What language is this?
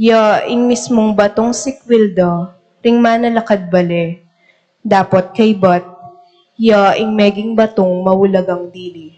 Pampanga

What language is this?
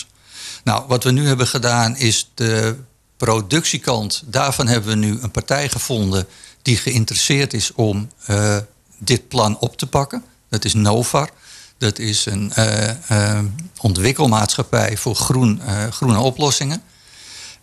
Dutch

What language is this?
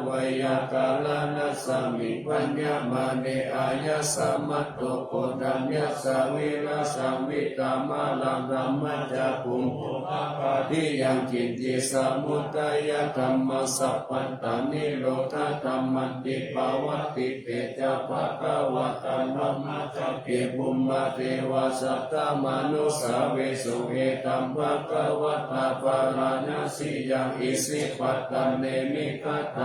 Pali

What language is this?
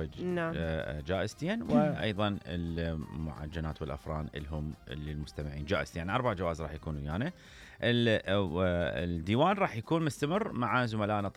Mesopotamian Arabic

